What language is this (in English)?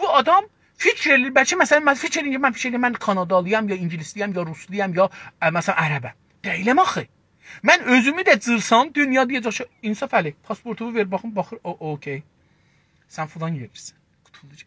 South Azerbaijani